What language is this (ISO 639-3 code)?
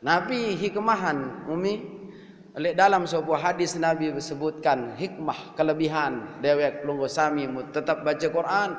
sas